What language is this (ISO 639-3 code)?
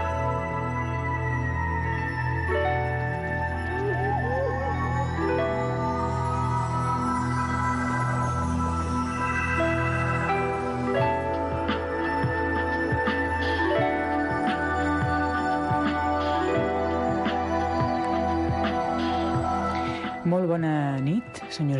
cat